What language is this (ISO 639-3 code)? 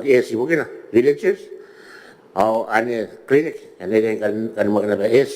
gil